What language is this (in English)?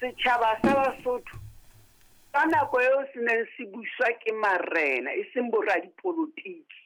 Southern Sotho